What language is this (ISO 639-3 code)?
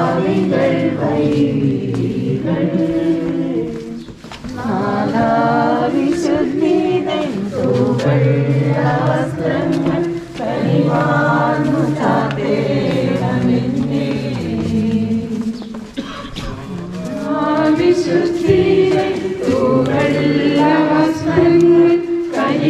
mal